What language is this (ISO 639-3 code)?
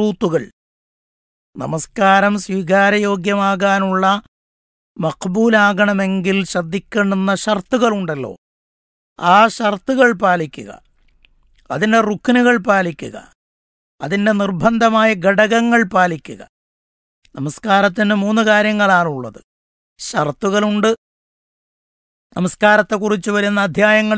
mal